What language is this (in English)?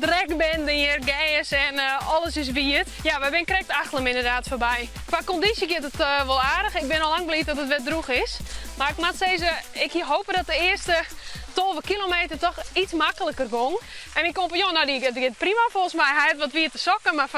Western Frisian